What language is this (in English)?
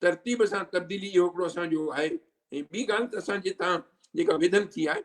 Sindhi